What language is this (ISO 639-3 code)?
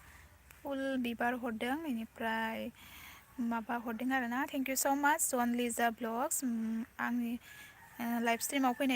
brx